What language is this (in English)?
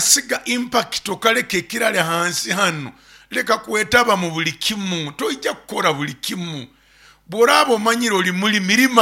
Nyoro